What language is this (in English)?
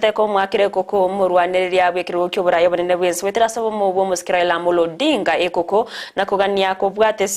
Gusii